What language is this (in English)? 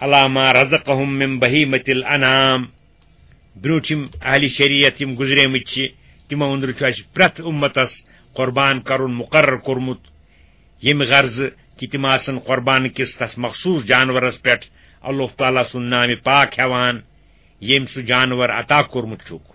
Kashmiri